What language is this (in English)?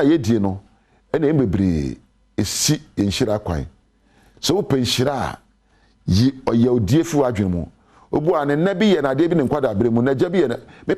Akan